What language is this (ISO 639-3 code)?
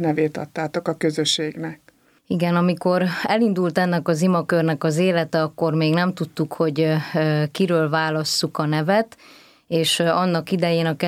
hun